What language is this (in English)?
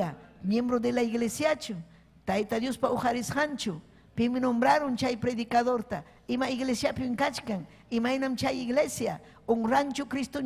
Ayacucho Quechua